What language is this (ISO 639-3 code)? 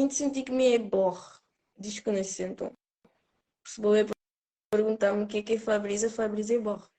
kea